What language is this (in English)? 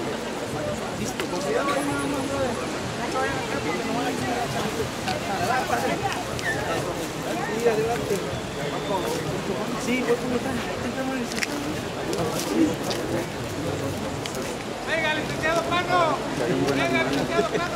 Spanish